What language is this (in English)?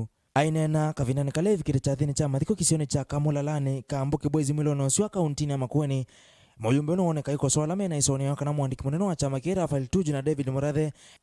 Kamba